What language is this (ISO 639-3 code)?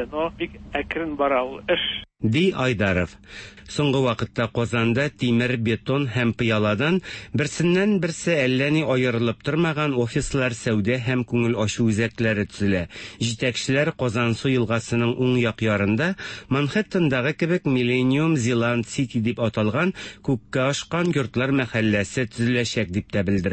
tat